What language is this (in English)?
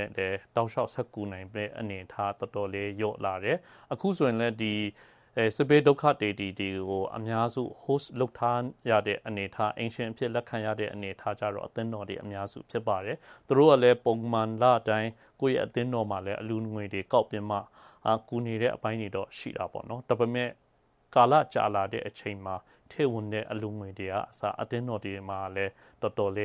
Burmese